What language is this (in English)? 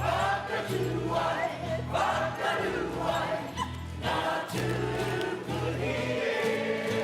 Māori